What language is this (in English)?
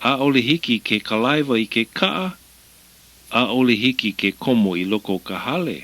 Hawaiian